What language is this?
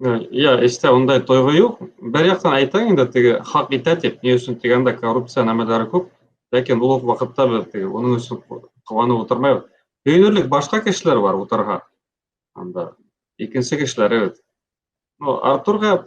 Bashkir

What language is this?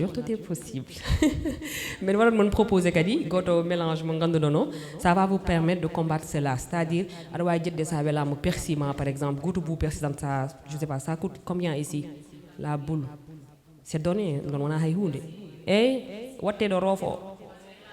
Fula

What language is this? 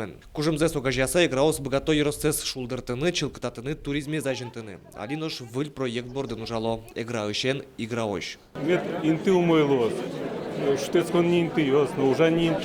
Udmurt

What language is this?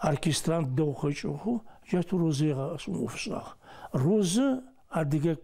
Adyghe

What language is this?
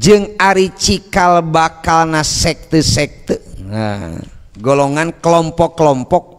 Sundanese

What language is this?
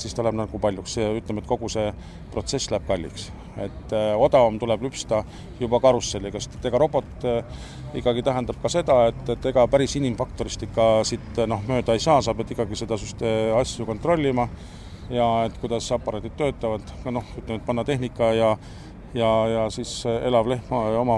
Estonian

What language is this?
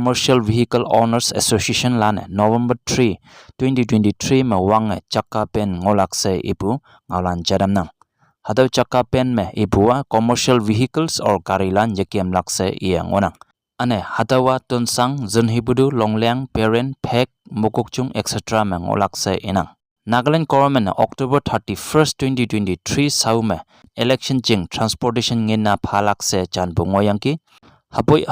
Konyak Naga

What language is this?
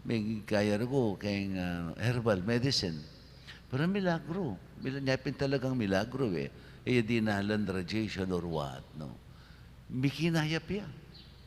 Pampanga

